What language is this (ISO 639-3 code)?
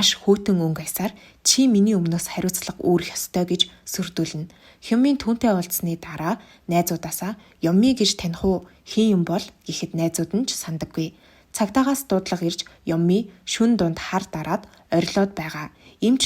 mon